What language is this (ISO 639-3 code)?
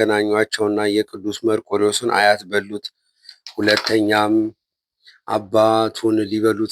amh